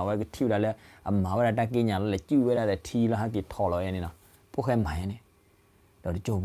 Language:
S'gaw Karen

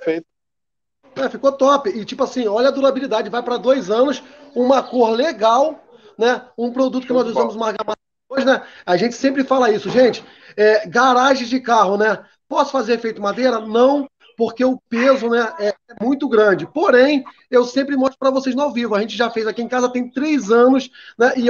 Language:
Portuguese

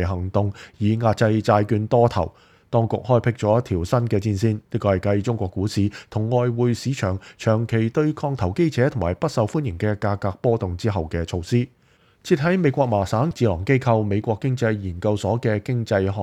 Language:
Cantonese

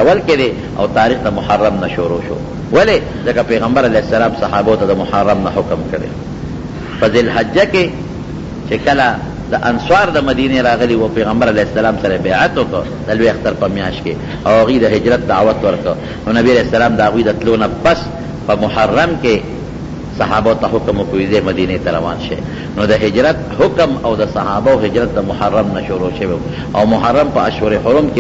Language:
Pashto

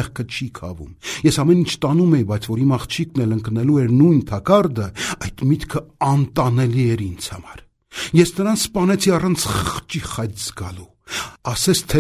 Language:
Armenian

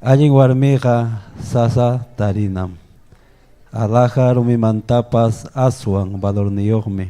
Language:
Ayacucho Quechua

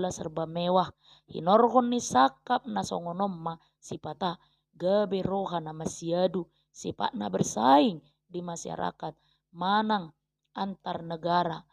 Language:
Batak Toba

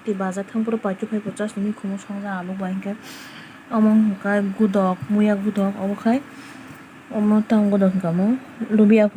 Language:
Kok Borok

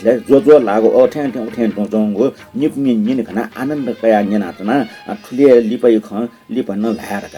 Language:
Newari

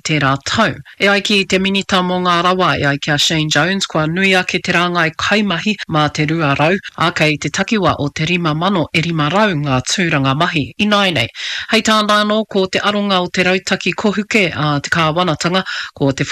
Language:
Māori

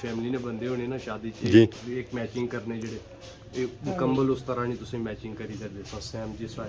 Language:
Pahari-Potwari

